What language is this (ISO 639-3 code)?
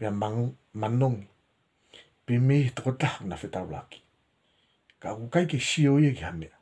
ton